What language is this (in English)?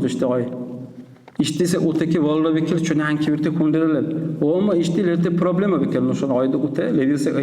Dargwa